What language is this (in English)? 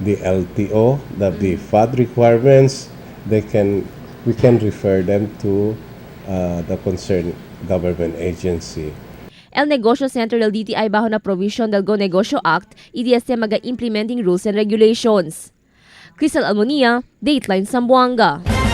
Chavacano